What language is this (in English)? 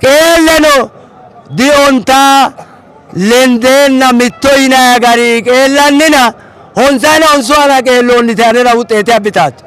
Sidamo